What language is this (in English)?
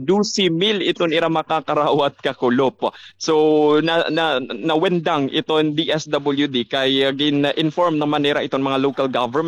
Waray